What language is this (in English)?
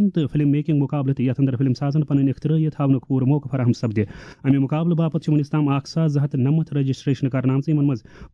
Kashmiri